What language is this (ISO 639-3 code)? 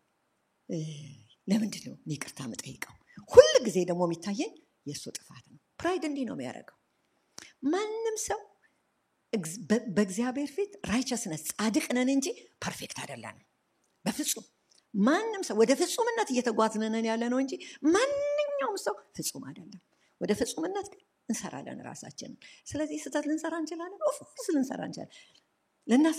amh